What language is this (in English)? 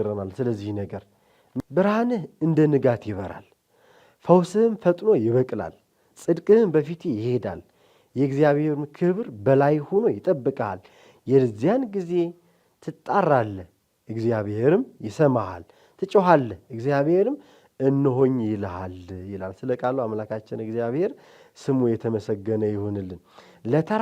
Amharic